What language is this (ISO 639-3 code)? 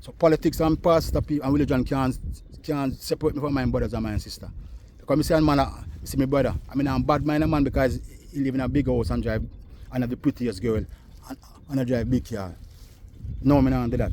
jam